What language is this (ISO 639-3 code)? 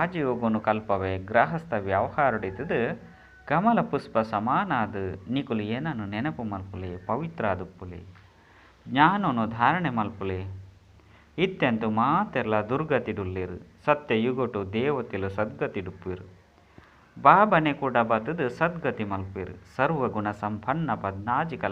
tcy